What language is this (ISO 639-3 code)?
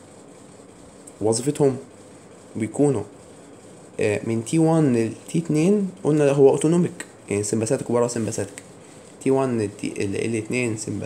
arz